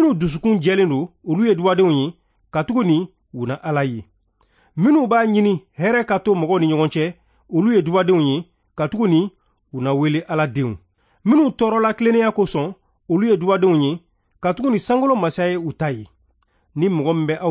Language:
Bambara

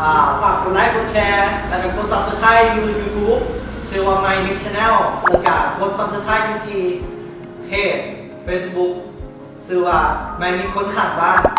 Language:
Lao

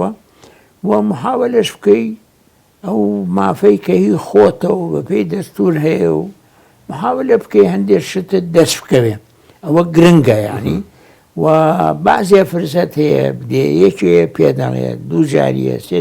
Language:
Central Kurdish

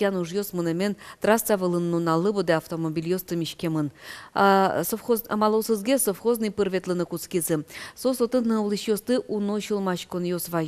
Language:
Udmurt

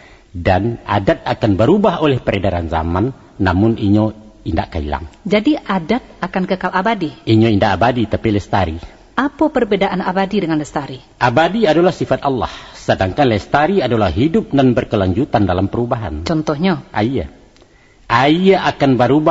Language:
Minangkabau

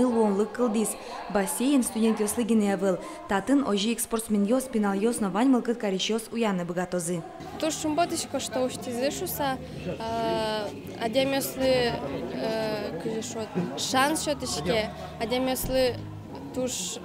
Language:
Udmurt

